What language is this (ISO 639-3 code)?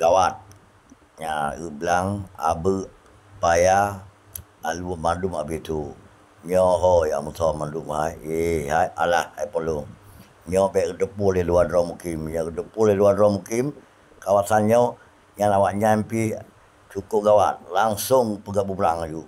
ace